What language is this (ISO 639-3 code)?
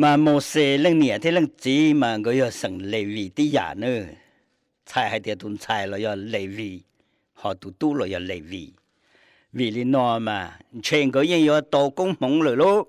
hmn